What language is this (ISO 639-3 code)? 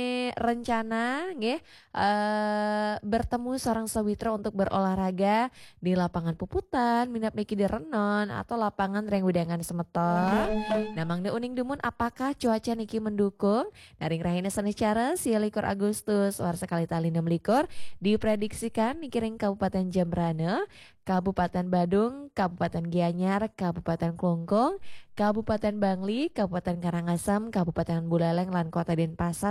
ban